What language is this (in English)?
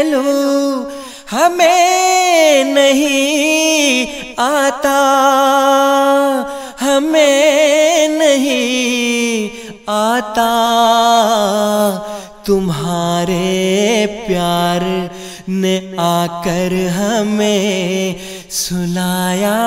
Urdu